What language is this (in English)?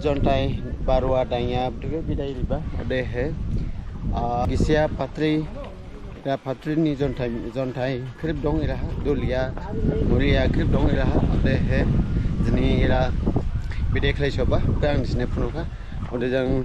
Dimasa